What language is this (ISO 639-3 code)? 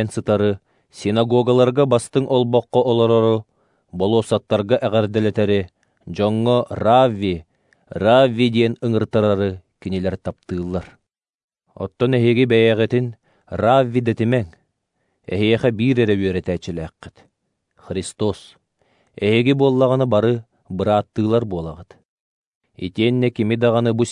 sah